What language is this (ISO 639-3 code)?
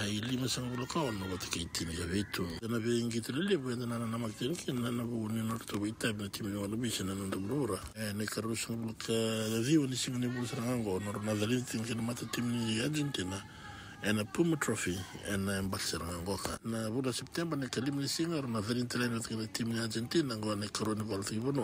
fij